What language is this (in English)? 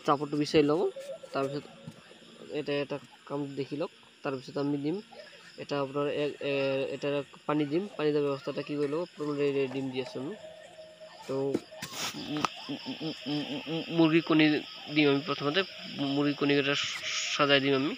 Assamese